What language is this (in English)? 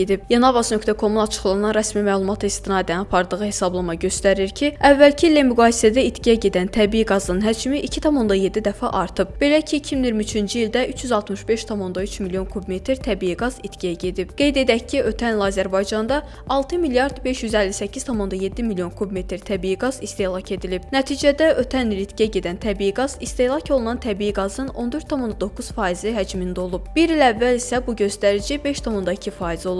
Azerbaijani